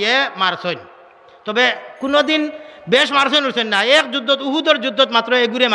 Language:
Sylheti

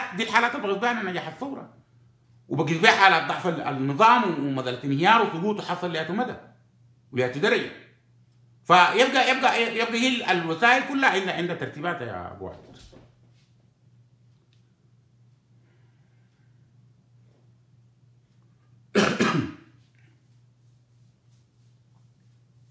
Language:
Sudanese Arabic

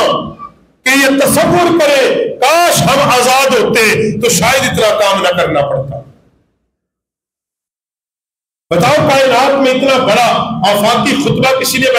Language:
Urdu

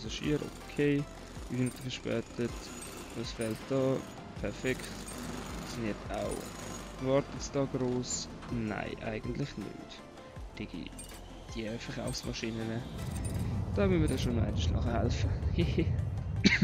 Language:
Swiss German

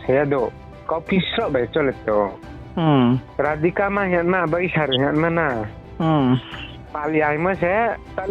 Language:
Riang (India)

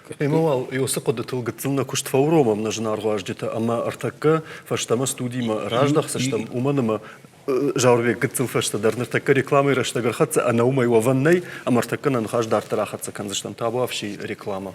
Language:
Ossetic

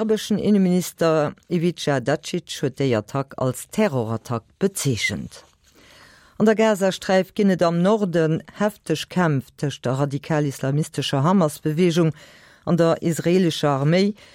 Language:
Luxembourgish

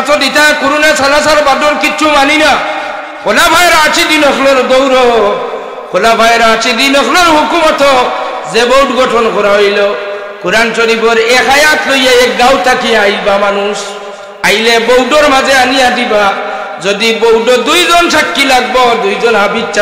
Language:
Sylheti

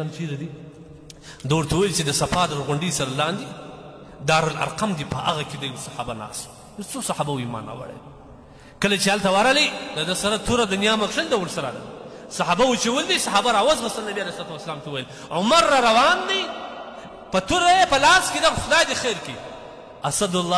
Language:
Pashto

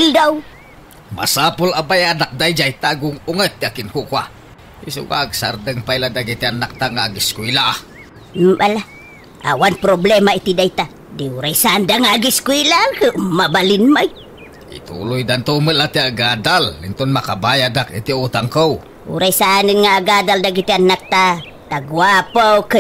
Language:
Iloko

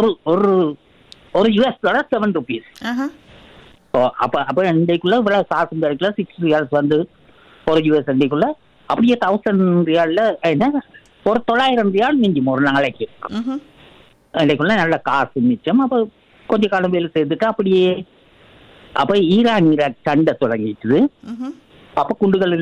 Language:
Tamil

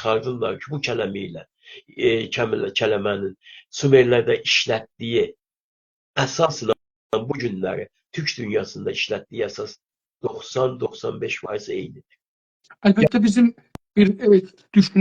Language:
South Azerbaijani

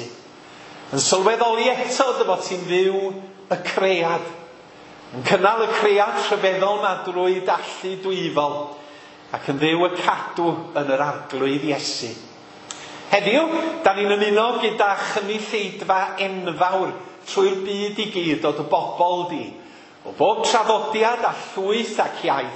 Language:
Welsh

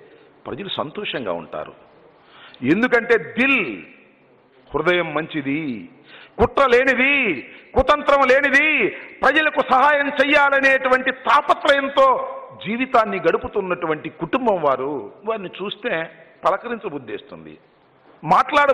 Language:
Telugu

